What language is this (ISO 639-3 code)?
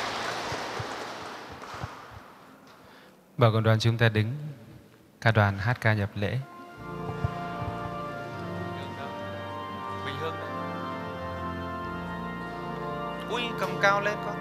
vie